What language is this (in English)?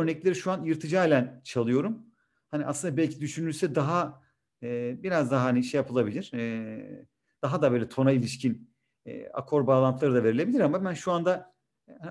Turkish